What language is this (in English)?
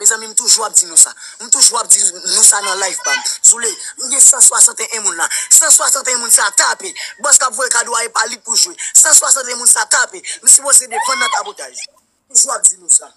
Haitian Creole